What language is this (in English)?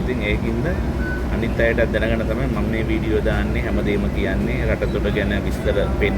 Sinhala